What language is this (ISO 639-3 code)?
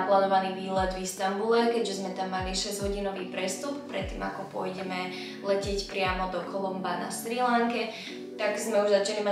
slk